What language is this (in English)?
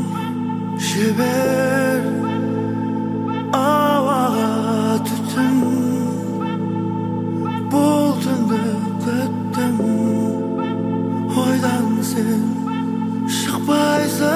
Kazakh